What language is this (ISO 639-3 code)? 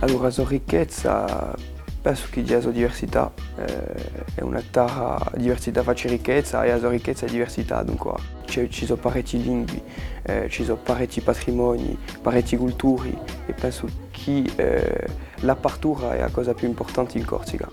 cos